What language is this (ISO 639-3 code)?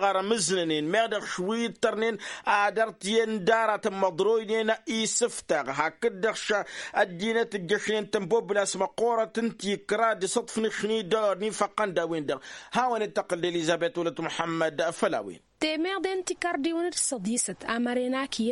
taq